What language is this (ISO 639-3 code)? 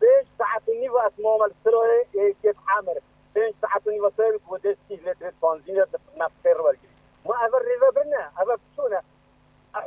kur